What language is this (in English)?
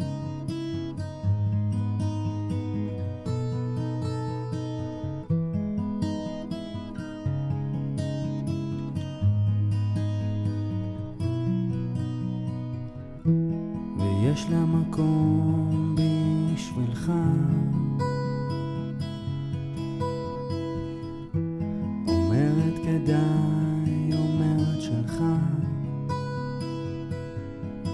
Hebrew